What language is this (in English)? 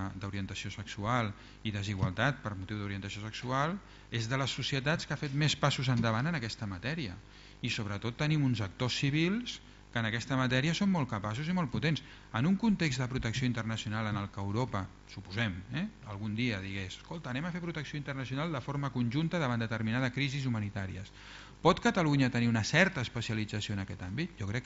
Catalan